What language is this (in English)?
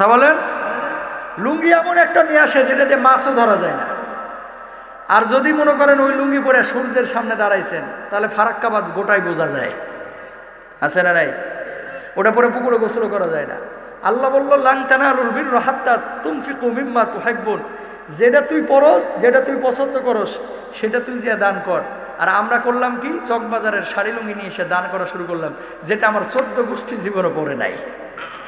Bangla